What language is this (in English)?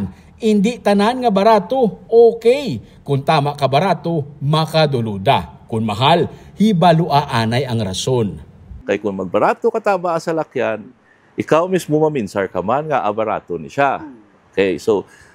Hiligaynon